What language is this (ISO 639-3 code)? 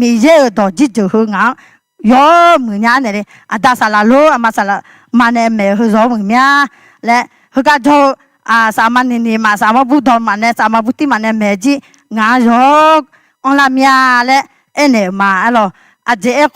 ahk